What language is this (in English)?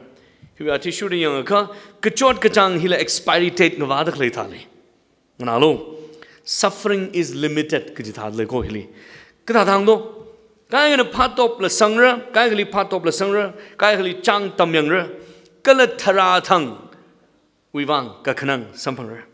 Tangkhul Naga (India)